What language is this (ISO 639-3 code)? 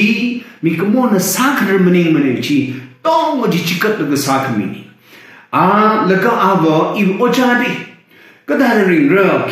nmf